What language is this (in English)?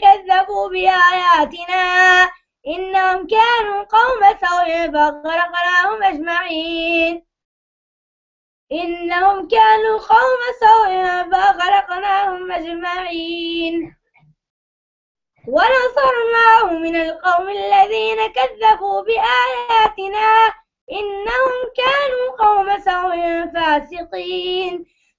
Arabic